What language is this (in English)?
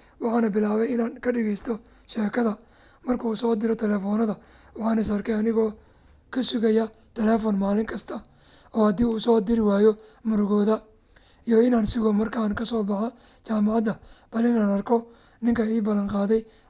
Somali